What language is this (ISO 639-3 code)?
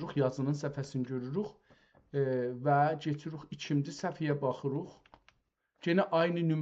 azb